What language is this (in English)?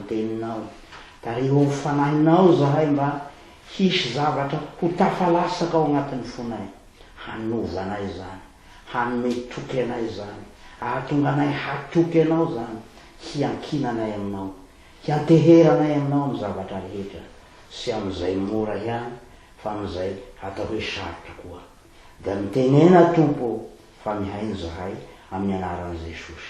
Malagasy